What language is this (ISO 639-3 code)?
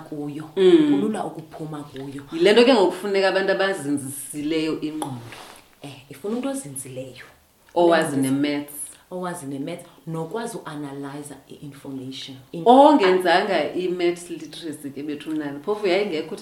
xho